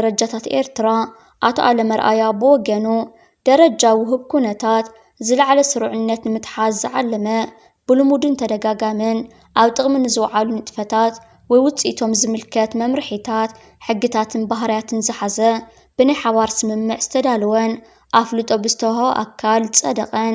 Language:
Tigrinya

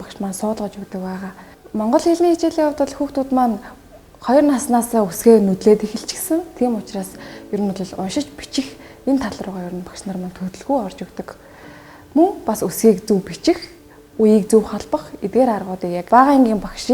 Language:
Mongolian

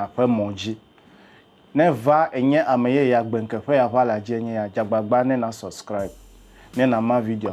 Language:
Ewe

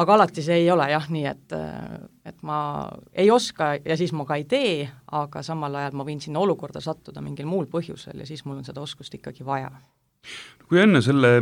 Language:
Estonian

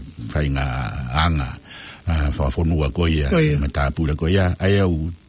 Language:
Tongan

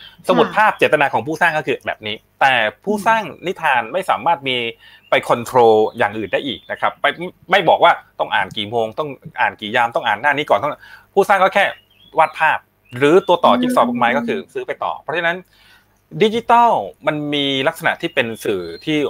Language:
Thai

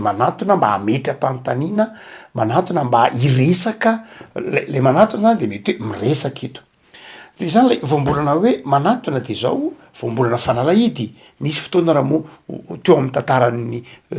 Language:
Malagasy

